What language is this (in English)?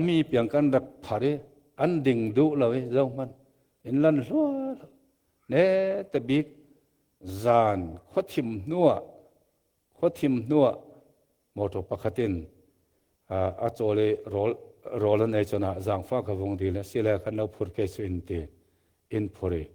Falam Chin